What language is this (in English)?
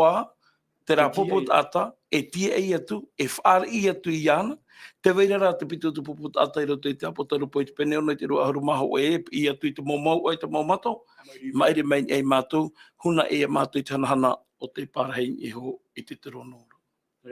Tahitian